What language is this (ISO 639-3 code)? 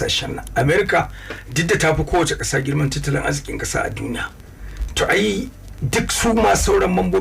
hau